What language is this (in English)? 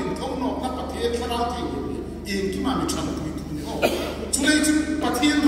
Hmar